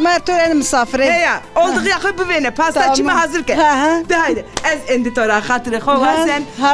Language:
Zaza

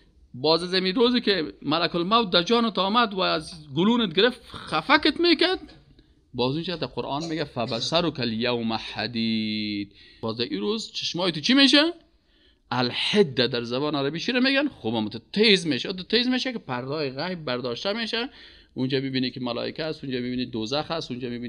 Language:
Persian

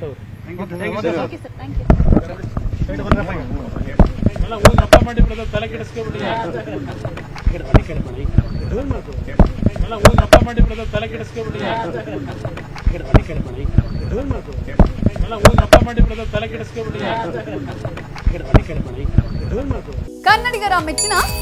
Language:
Kannada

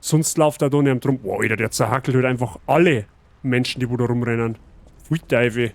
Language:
Bavarian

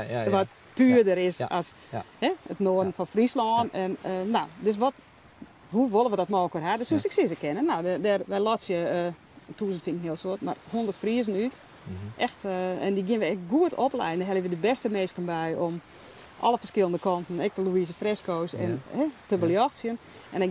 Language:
Western Frisian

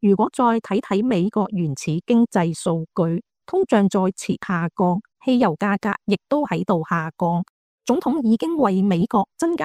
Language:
Cantonese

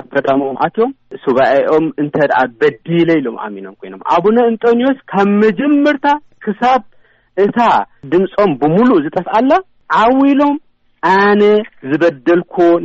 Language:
Tigrinya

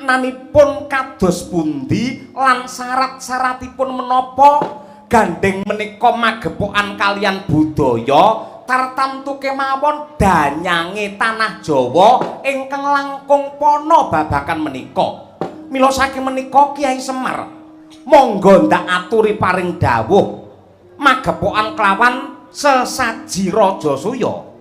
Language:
Javanese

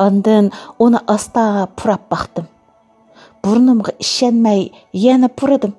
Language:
Uyghur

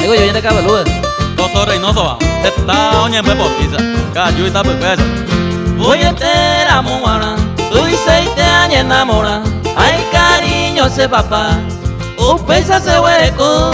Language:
Guarani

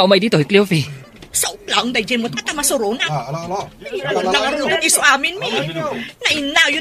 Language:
Iloko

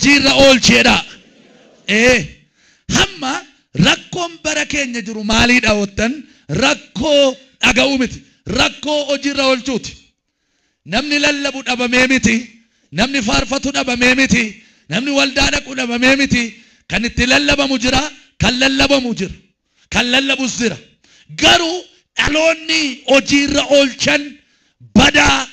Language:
Oromo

